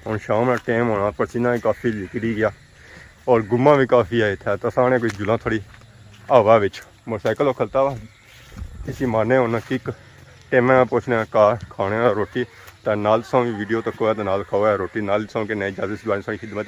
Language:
Pahari-Potwari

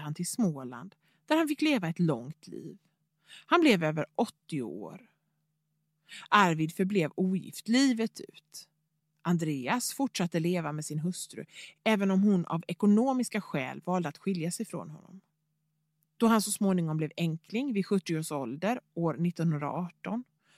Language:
Swedish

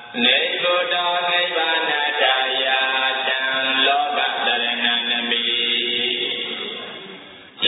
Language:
Burmese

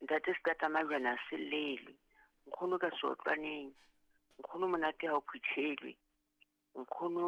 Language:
Southern Sotho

